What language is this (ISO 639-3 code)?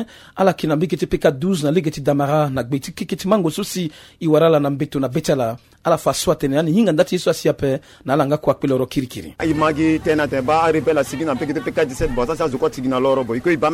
sag